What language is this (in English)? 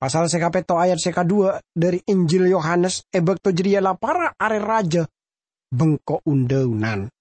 Madurese